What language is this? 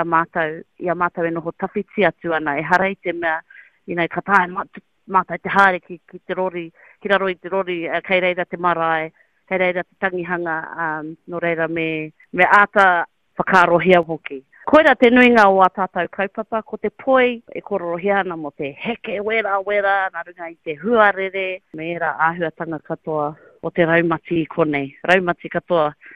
Māori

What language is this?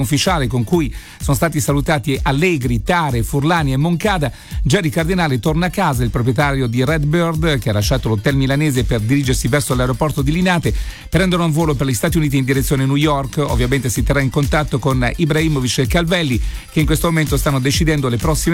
Italian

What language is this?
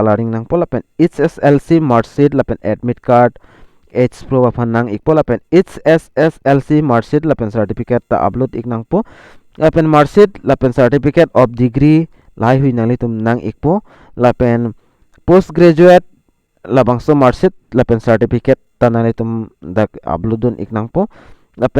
Karbi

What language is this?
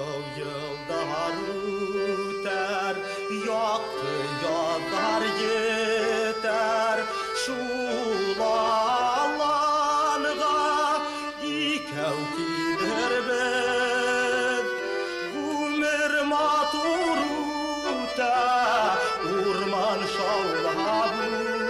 Bashkir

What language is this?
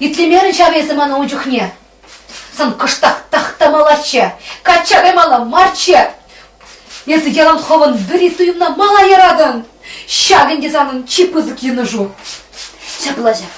Chuvash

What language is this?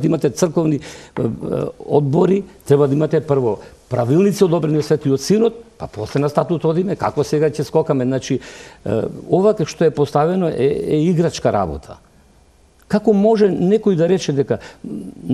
Macedonian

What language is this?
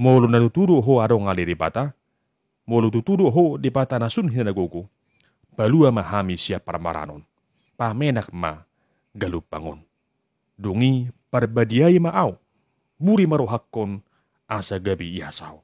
Batak Toba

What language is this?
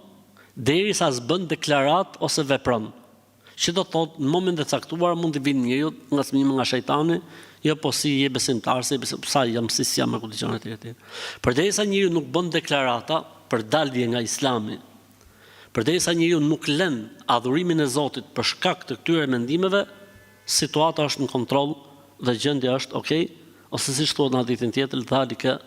Albanian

